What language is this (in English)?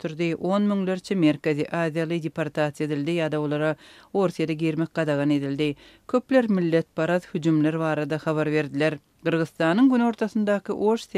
Turkmen